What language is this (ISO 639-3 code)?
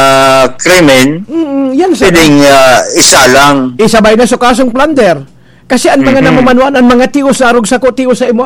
bik